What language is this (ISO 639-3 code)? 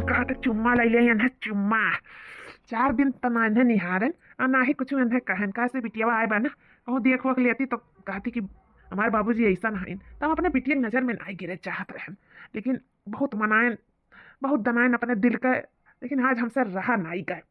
awa